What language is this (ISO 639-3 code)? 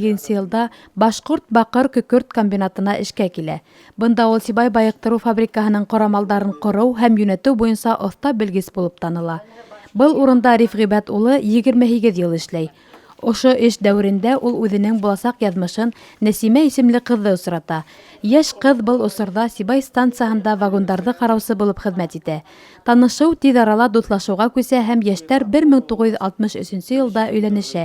bak